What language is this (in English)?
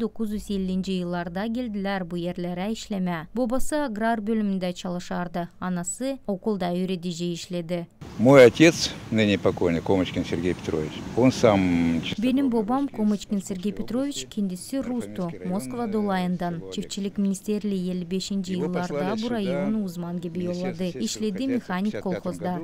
Gagauz